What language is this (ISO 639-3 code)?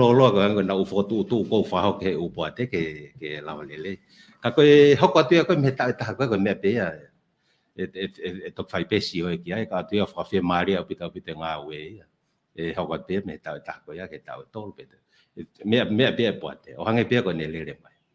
ton